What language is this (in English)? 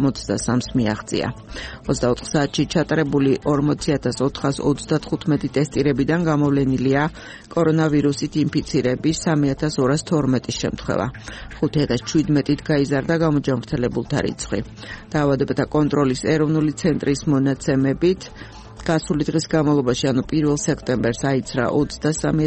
Georgian